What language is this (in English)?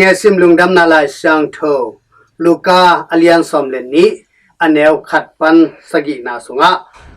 Tedim Chin